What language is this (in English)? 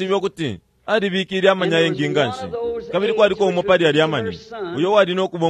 Bemba